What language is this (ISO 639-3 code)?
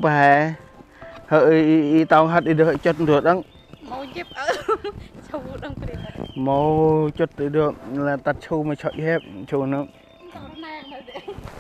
cmo